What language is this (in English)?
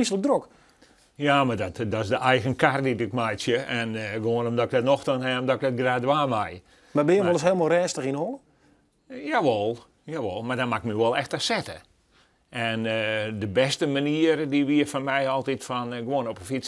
Western Frisian